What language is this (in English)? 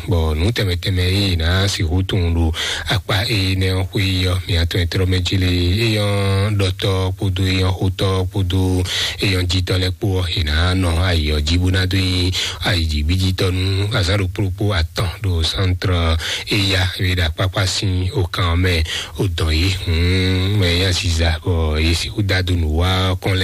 Fon